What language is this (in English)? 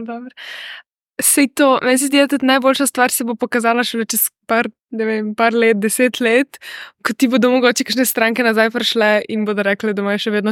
Slovenian